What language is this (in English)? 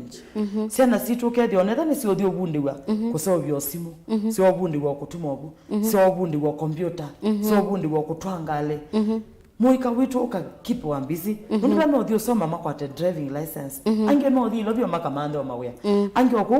Kamba